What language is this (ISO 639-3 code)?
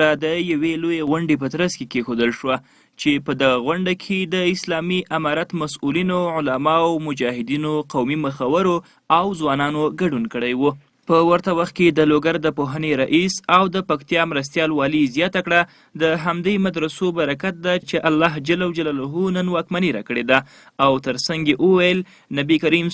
pus